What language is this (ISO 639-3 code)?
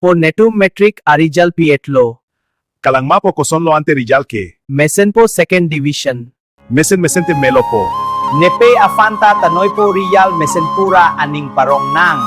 mjw